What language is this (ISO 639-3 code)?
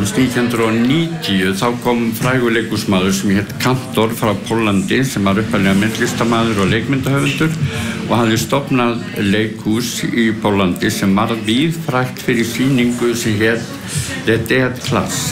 isl